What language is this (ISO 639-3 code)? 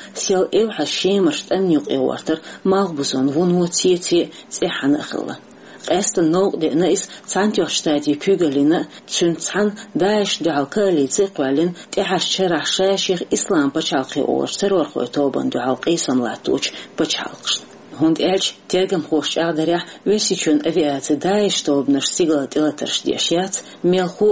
che